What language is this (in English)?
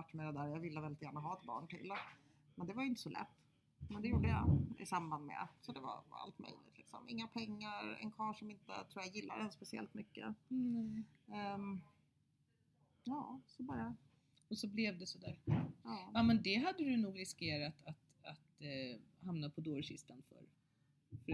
Swedish